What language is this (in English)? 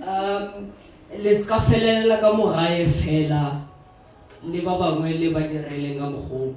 Northern Sotho